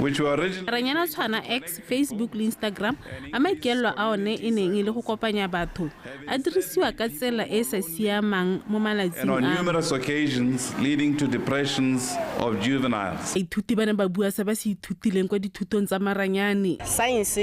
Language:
Tswana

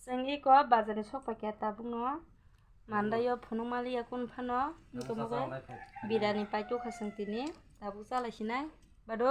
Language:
Kok Borok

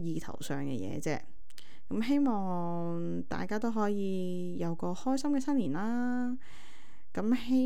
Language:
Cantonese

